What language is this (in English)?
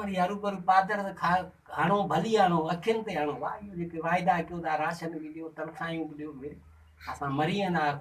Sindhi